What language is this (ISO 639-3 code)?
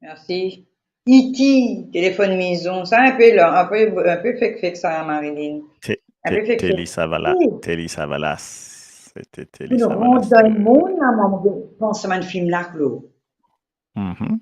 mfe